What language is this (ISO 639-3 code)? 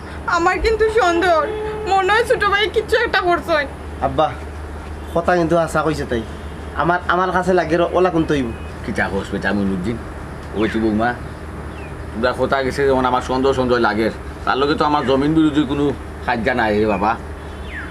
syl